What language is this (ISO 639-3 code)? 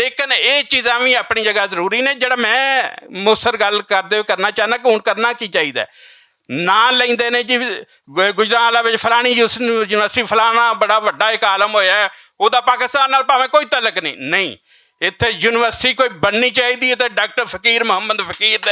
lah